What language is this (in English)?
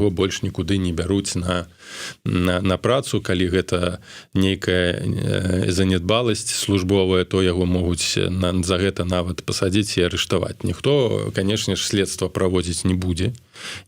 Belarusian